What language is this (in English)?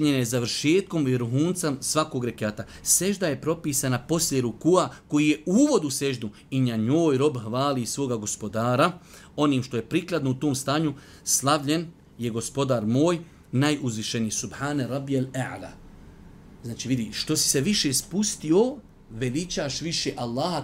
Bosnian